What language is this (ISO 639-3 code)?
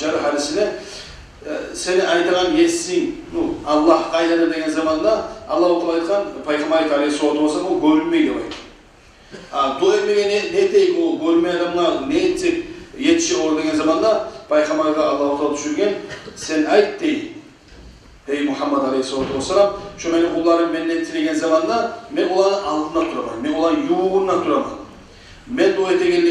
kum